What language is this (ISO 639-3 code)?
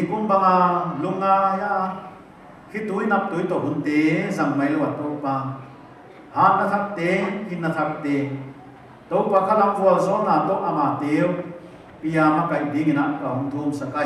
pck